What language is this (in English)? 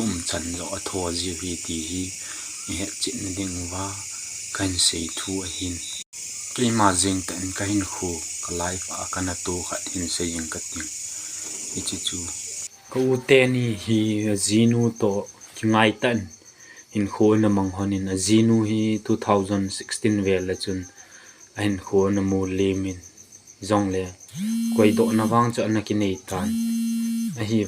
Thado Chin